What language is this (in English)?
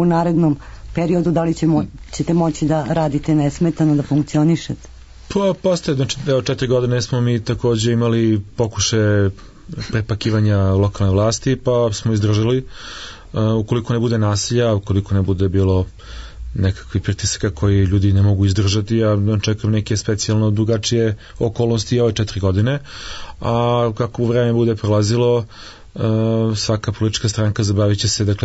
Serbian